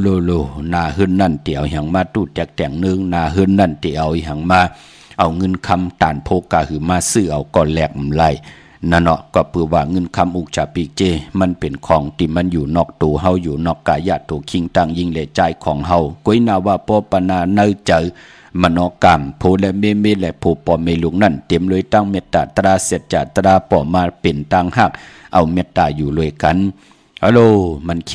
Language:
Shan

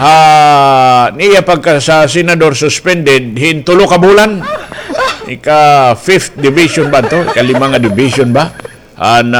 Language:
Waray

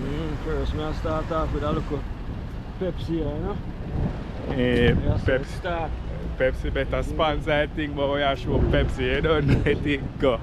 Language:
Jamaican Creole English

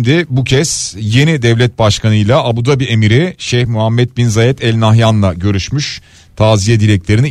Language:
Turkish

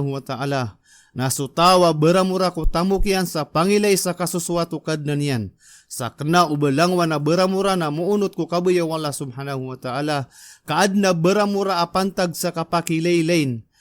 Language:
Maranao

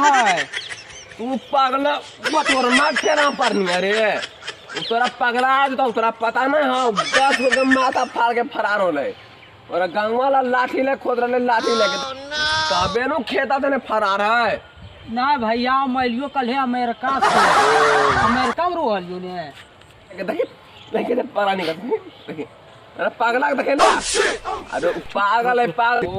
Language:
Magahi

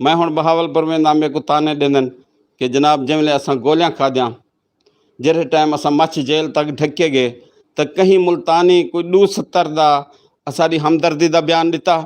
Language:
Saraiki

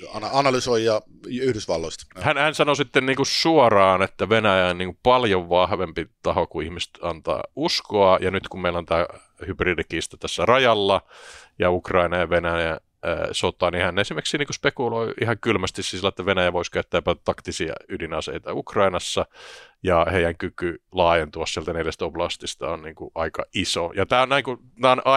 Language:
Finnish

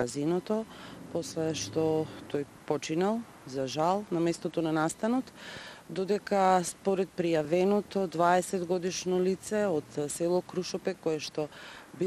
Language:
Macedonian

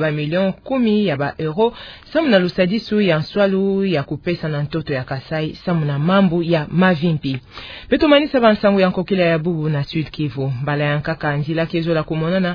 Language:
Kituba (Democratic Republic of Congo)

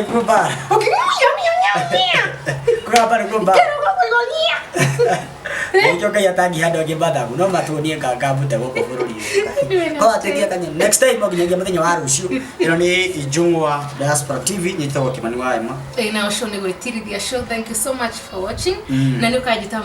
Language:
Kikuyu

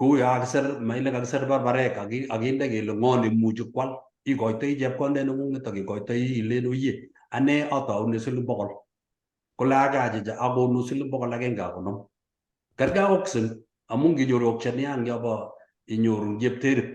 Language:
Kalenjin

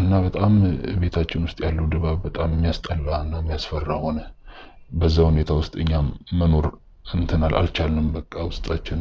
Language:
Amharic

